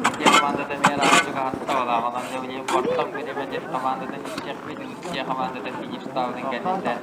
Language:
Yakut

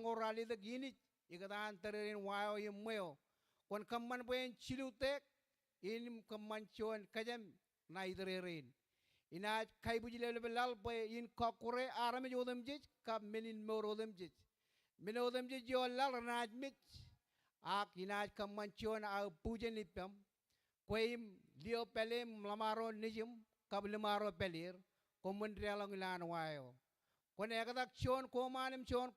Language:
Marshallese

